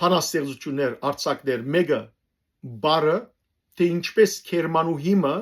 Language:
Western Armenian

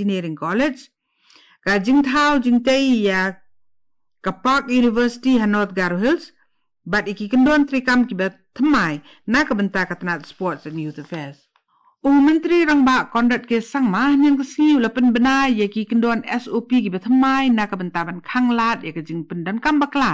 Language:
Khasi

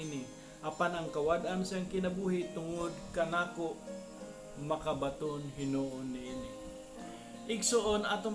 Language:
Cebuano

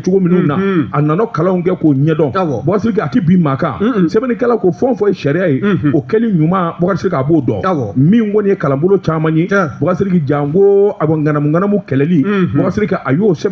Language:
Bambara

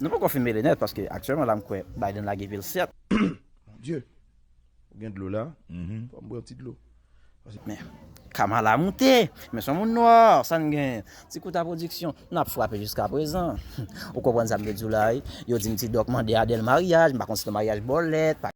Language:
Haitian Creole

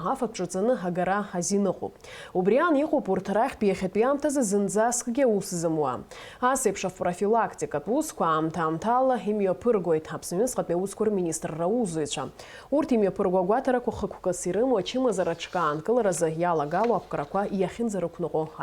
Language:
Abkhazian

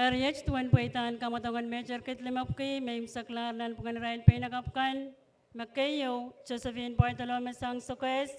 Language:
Pohnpeian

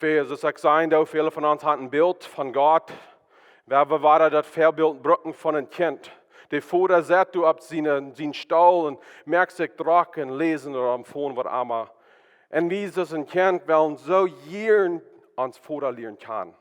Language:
Plautdietsch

